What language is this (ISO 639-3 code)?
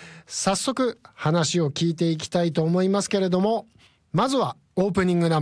jpn